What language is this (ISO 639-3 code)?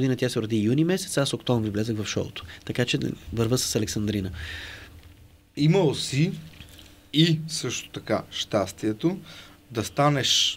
bul